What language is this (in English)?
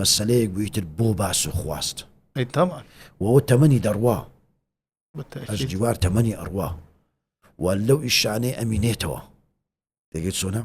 Central Kurdish